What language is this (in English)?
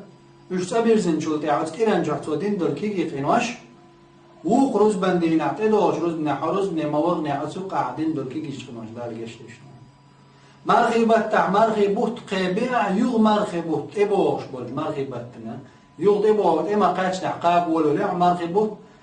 Chechen